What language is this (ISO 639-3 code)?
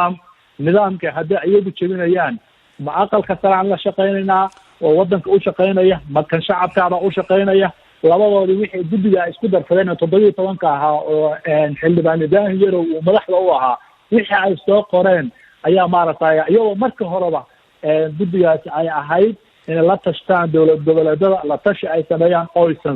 som